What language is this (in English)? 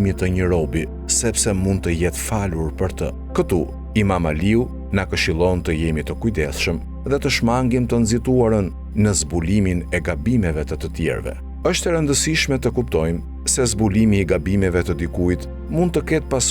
Albanian